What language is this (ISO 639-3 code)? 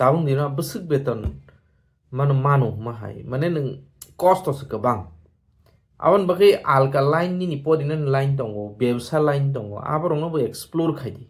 trp